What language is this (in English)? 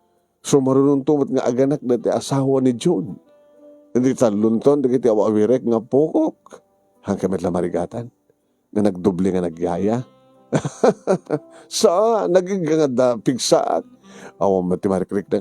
Iloko